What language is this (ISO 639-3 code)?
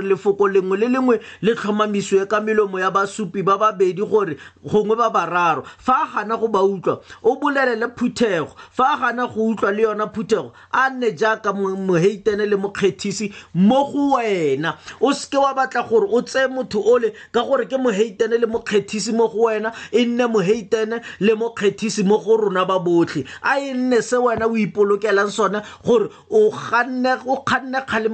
tsn